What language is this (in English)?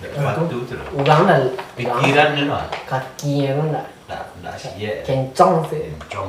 Minangkabau